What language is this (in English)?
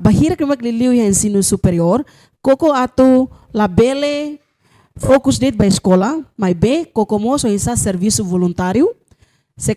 Tetum